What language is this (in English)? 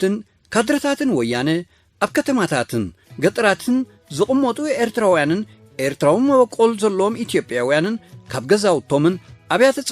Tigrinya